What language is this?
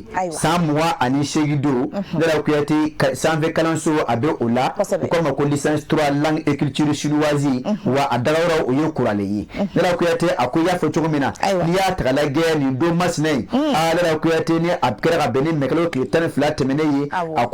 Bambara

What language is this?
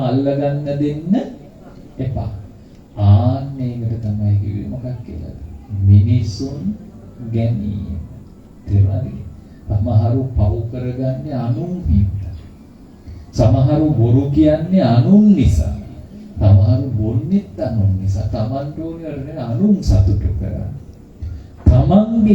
Sinhala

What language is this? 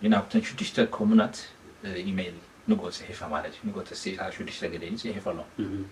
Tigrinya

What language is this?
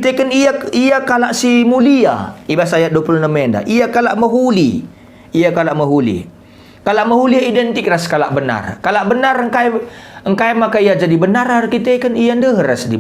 Batak Karo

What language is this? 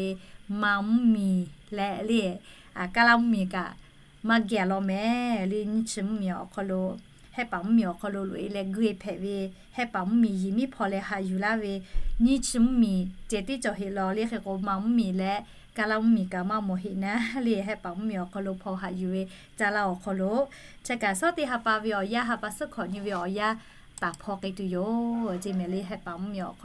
Lahu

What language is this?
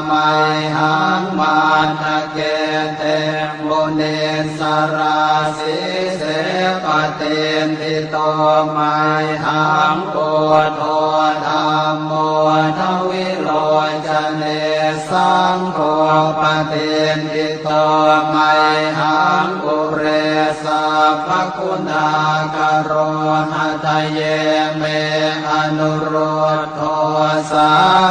Pali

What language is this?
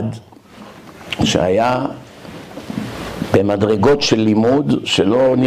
Hebrew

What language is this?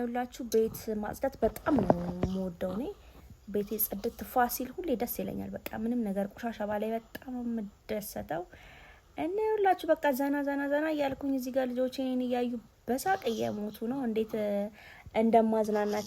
Amharic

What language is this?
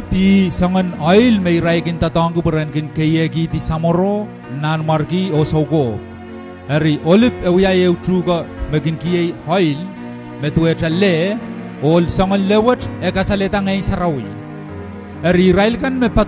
Pohnpeian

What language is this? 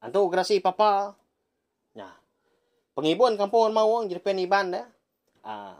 Iban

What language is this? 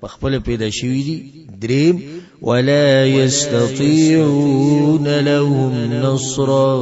Pashto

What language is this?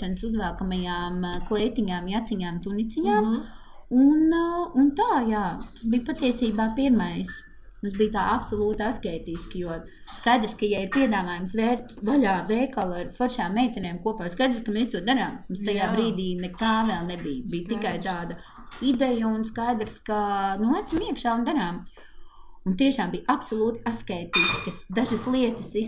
Latvian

